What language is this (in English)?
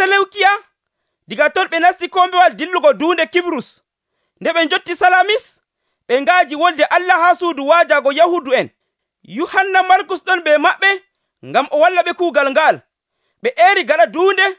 Nigerian Fulfulde